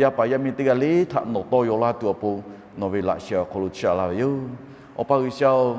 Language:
Lahu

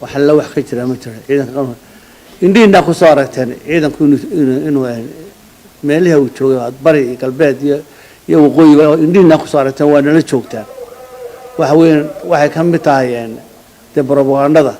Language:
Somali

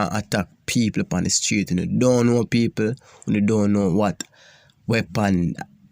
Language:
Jamaican Creole English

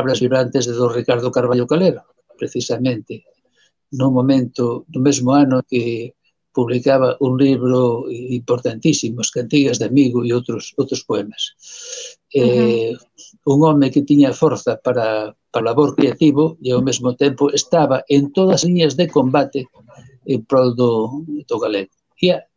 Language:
Galician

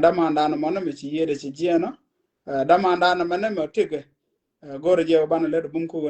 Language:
Nuer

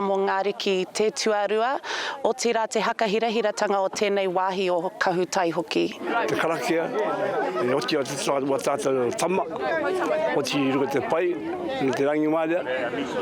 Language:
Māori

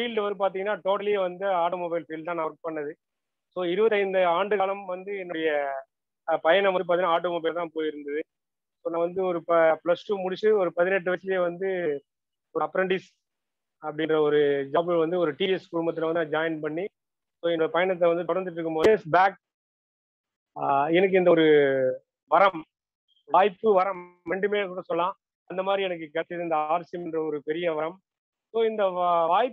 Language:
Tamil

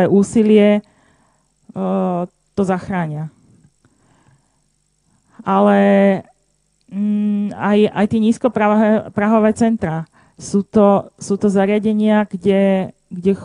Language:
Slovak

